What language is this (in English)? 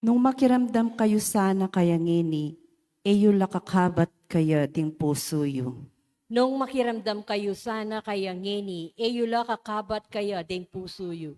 Pampanga